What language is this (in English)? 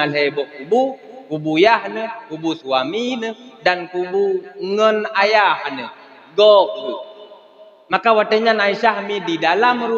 Achinese